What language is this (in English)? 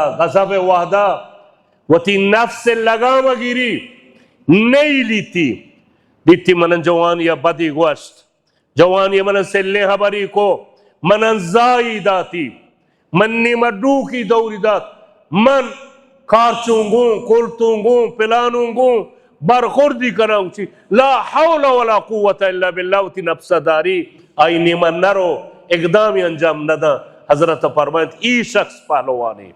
Baluchi